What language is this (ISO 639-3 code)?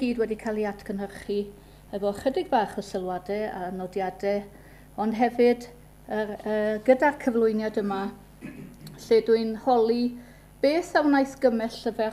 cym